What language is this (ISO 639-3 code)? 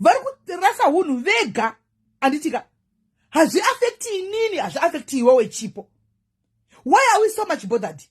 sna